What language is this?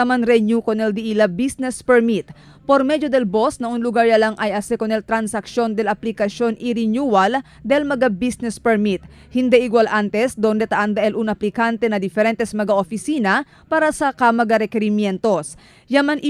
Chavacano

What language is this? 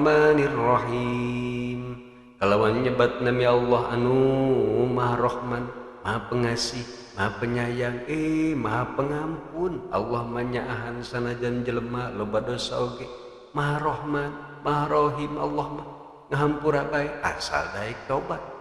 Sundanese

